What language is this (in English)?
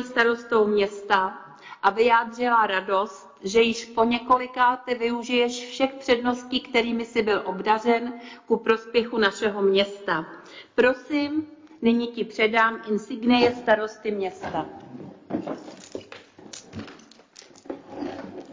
Czech